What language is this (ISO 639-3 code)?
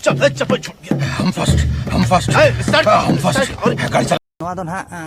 sat